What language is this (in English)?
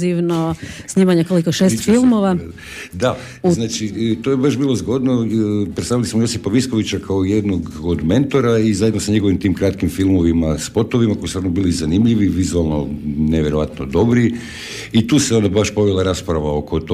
Croatian